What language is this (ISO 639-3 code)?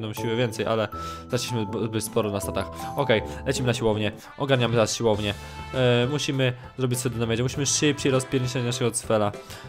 pol